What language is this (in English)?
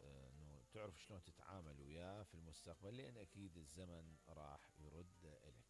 Mesopotamian Arabic